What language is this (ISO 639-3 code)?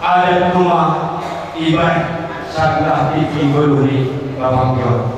bts